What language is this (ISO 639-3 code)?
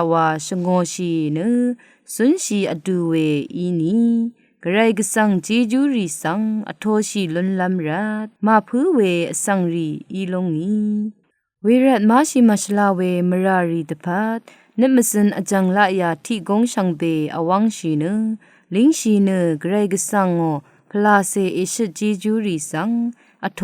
raw